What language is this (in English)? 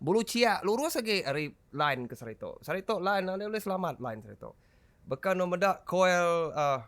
Iban